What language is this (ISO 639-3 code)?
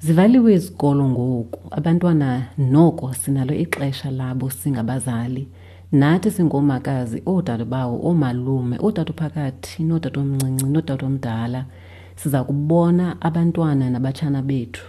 xho